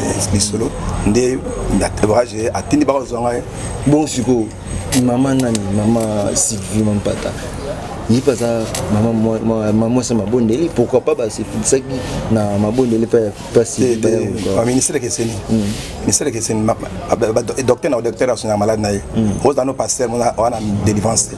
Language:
Lingala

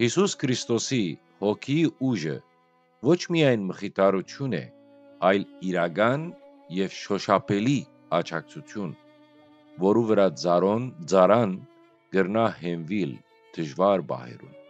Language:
Western Armenian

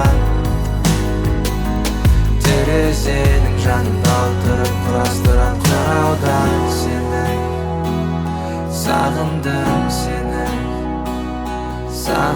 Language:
Kazakh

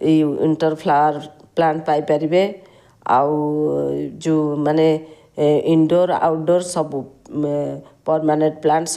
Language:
Odia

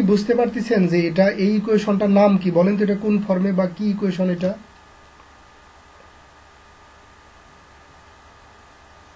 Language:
Bangla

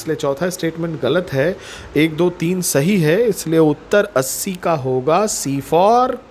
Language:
Hindi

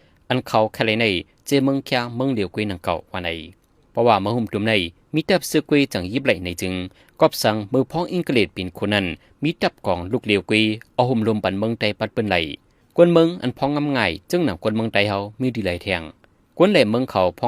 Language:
Shan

